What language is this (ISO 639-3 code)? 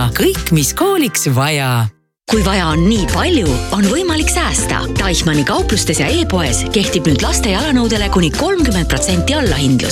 est